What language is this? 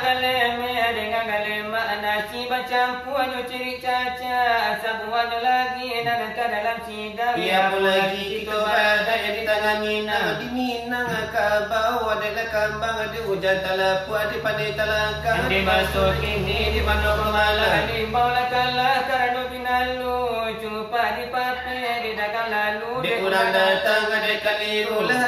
Minangkabau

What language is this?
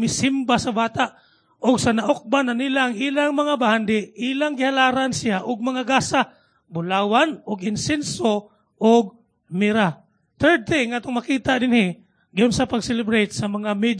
Cebuano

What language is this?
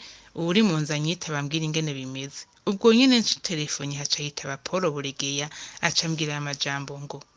Rundi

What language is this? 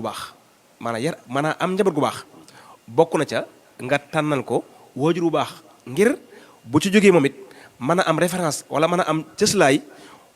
Wolof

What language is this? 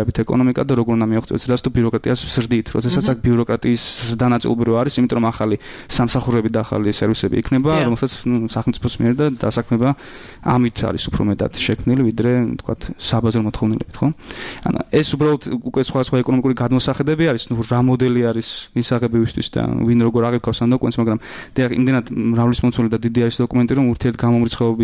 Georgian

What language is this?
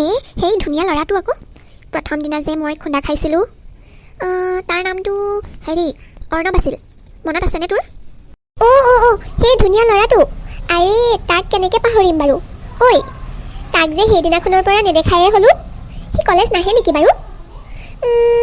Assamese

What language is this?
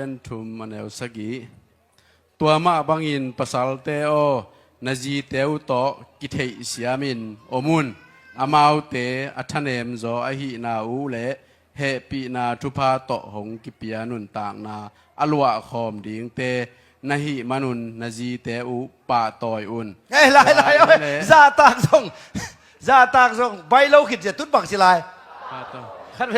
Tedim Chin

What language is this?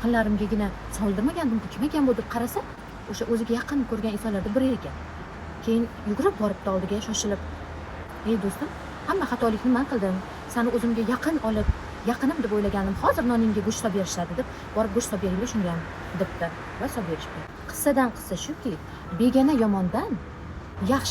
Uzbek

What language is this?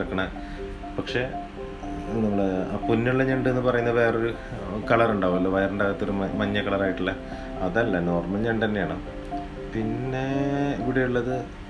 Malayalam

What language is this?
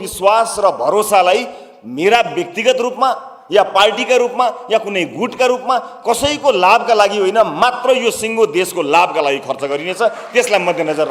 Nepali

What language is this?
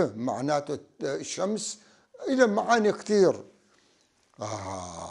North Levantine Arabic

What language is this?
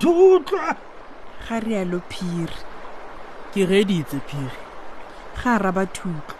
Tswana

